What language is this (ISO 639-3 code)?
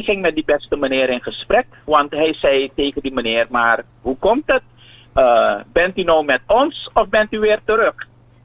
nld